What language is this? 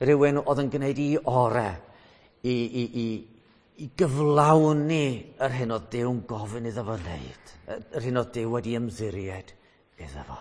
Welsh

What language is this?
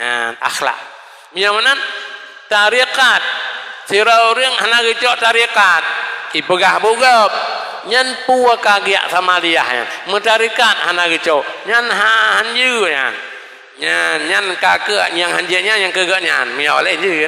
Achinese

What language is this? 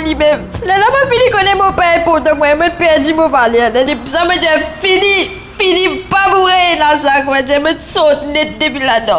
Morisyen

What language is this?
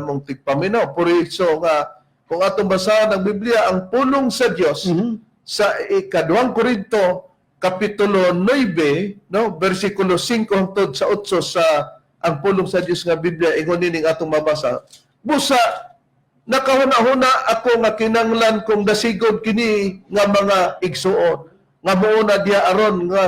Cebuano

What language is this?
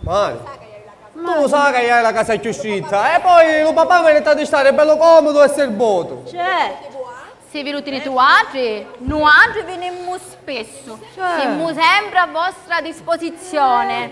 Sicilian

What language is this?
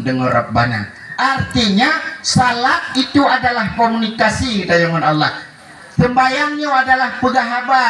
Achinese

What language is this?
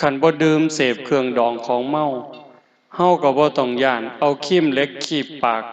Northeastern Thai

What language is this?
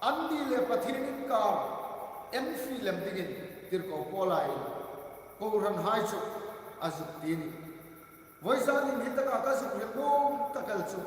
Hmar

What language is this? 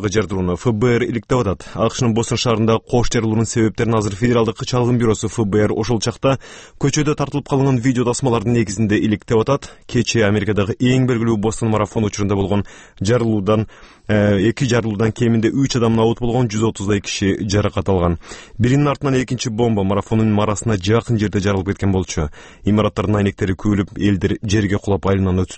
Kyrgyz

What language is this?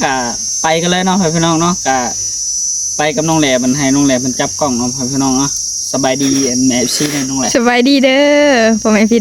Northeastern Thai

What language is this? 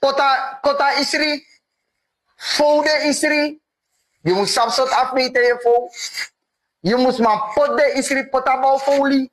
Sranan Tongo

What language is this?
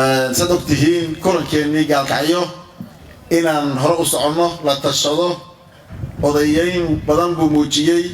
Somali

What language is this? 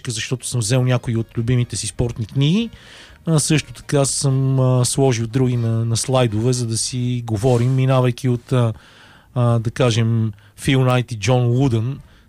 Bulgarian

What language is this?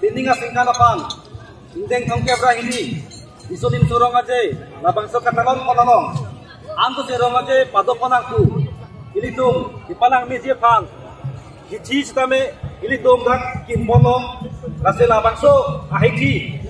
Karbi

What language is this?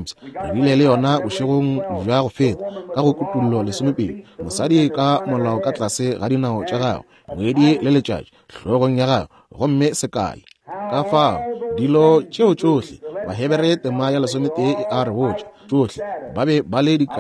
Northern Sotho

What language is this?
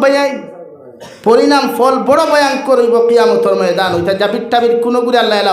Sylheti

